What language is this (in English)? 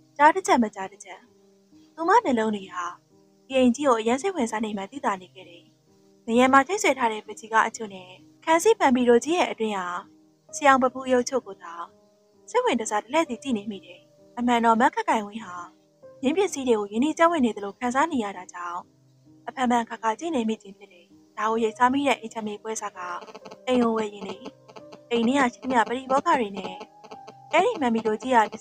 Burmese